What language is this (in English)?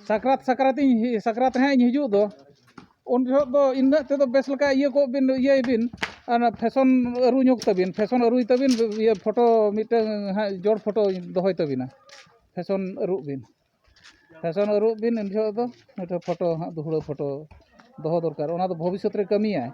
Santali